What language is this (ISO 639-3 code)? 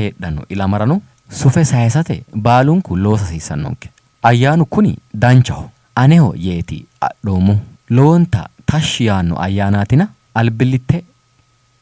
sid